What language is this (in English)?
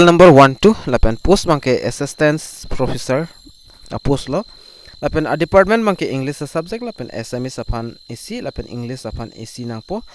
Karbi